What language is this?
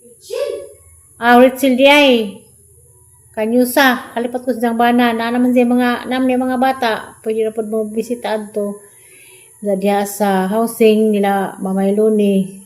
Cebuano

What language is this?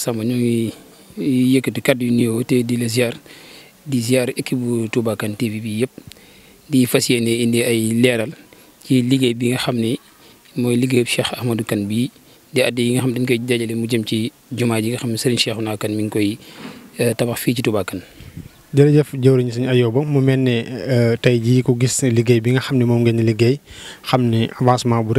Wolof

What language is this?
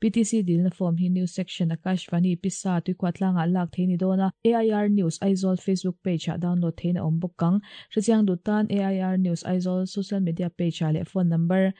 Mizo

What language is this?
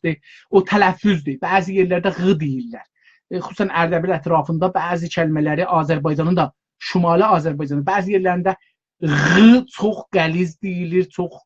South Azerbaijani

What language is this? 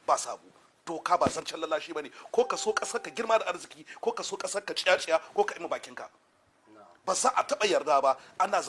Hausa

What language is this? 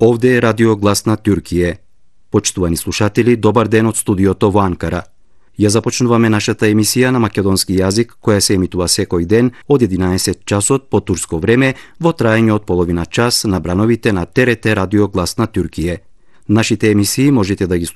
Macedonian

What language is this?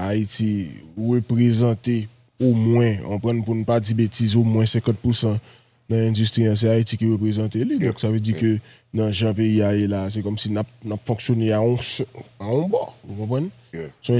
Haitian Creole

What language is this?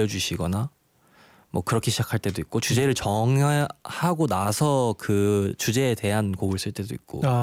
Korean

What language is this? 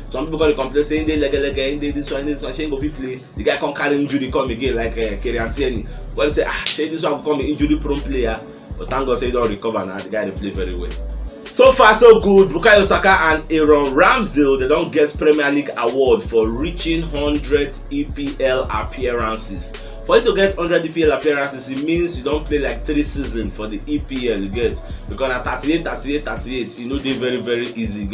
Nigerian Pidgin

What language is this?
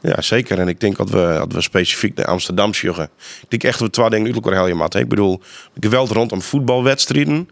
Western Frisian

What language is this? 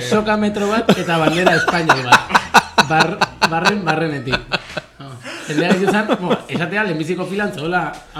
Basque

